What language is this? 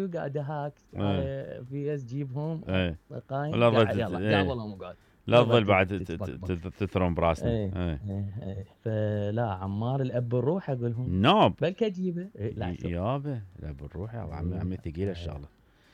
Mesopotamian Arabic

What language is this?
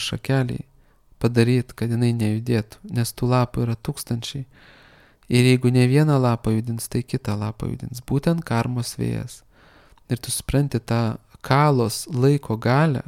Lithuanian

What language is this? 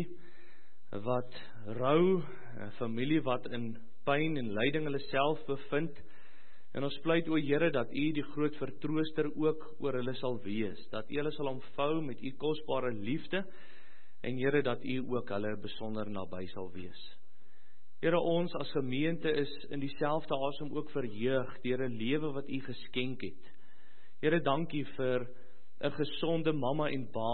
Afrikaans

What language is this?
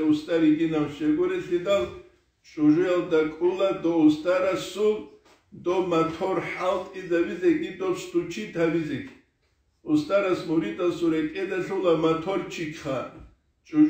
Avaric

